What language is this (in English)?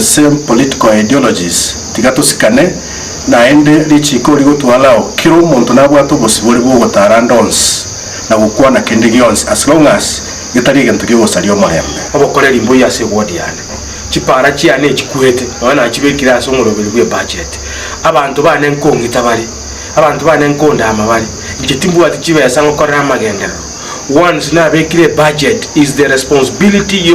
Gusii